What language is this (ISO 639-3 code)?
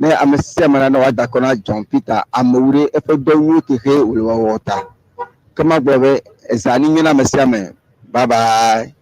ewe